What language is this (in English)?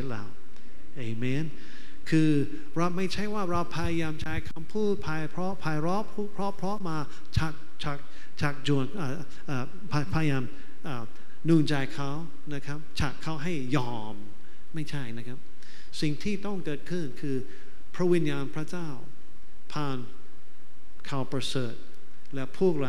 Thai